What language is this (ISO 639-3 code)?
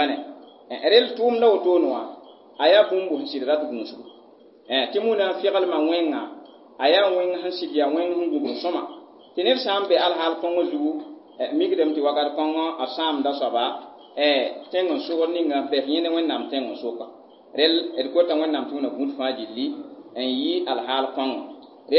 mos